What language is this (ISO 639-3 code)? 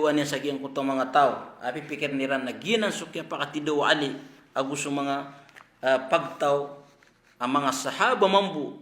mrw